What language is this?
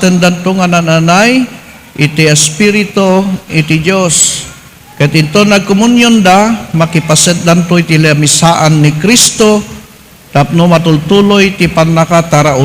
Iloko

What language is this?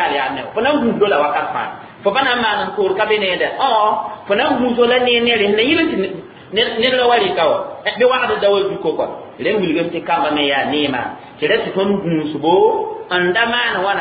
Mossi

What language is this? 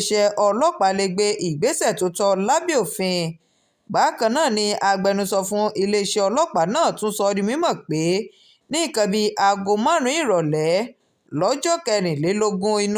Yoruba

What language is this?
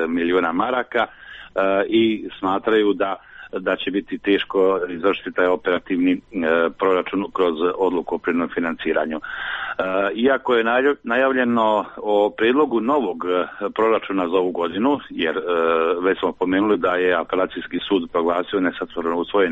Croatian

